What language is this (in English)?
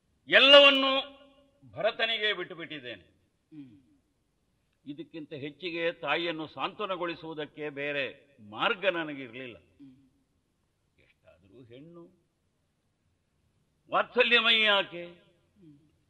Kannada